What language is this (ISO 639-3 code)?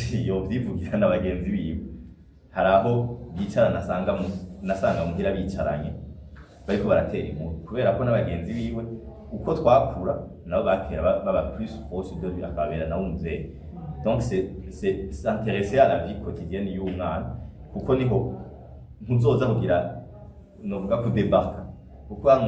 run